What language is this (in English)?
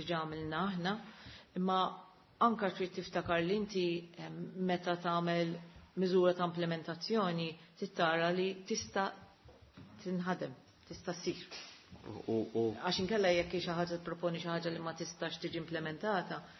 Maltese